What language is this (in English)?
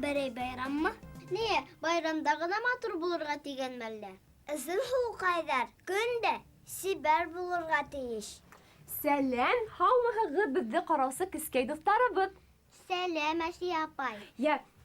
Bashkir